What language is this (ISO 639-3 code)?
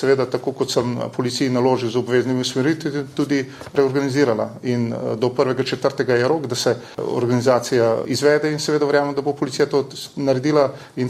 slv